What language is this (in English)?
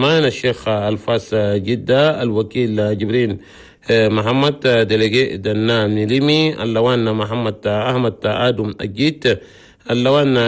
Chadian Arabic